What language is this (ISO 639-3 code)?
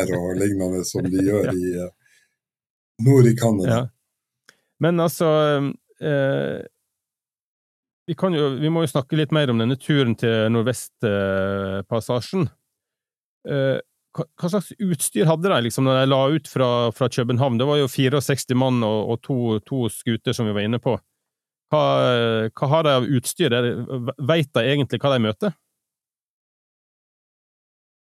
nor